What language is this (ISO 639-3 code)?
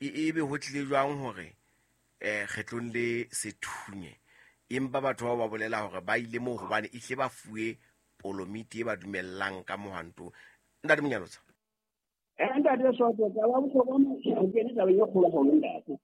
sot